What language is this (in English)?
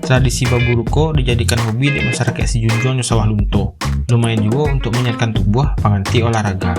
Minangkabau